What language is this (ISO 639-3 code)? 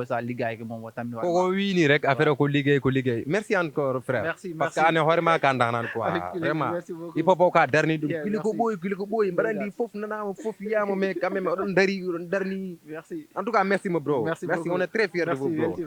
ful